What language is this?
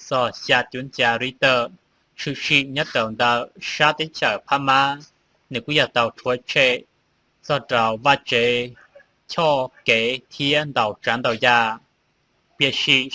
Hmong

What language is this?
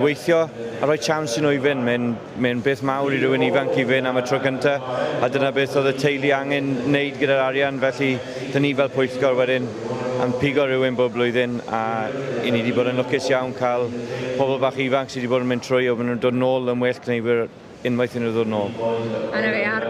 Welsh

